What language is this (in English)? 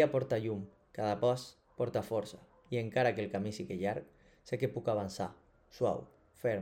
Catalan